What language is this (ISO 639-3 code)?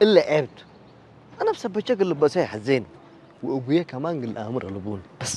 tir